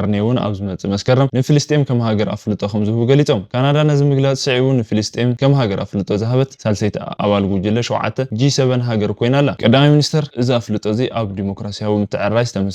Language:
Tigrinya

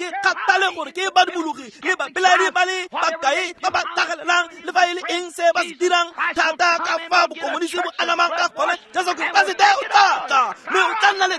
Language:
Tswana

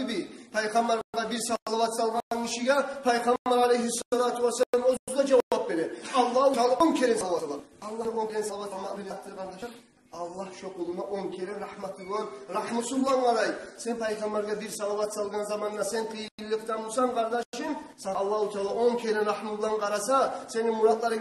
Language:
Kumyk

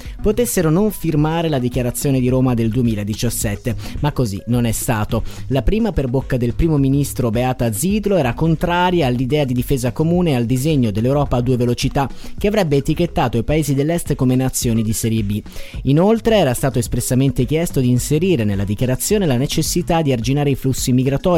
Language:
Italian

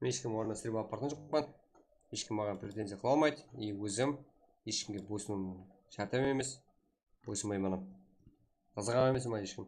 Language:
Kara-Kalpak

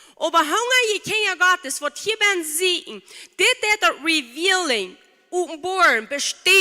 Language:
Plautdietsch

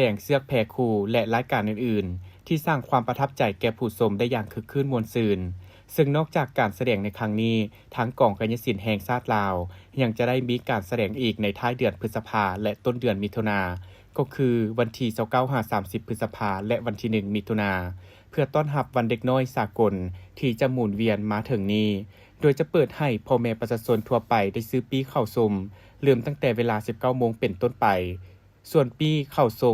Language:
Lao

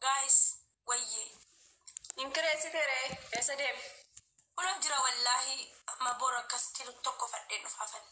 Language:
Oromo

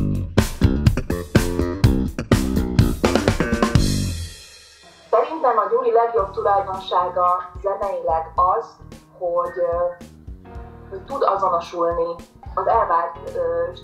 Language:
Hungarian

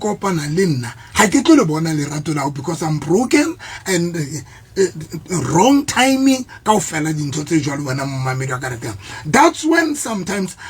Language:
Southern Sotho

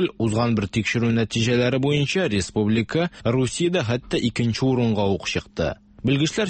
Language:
Tatar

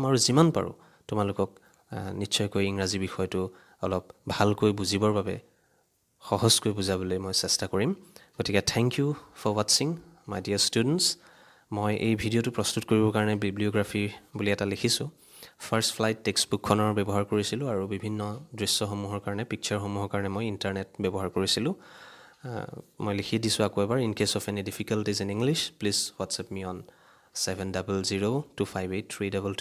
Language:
Assamese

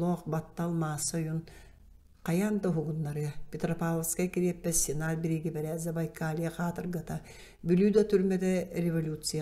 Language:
Yakut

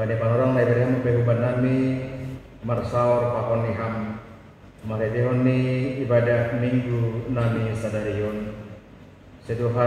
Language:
Batak Simalungun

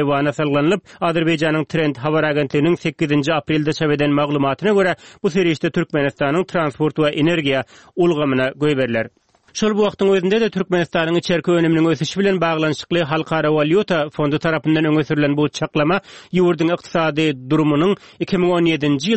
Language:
Turkmen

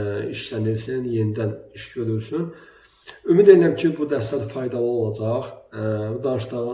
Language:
Azerbaijani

